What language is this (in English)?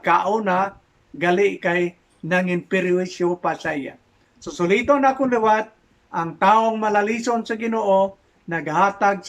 Hiligaynon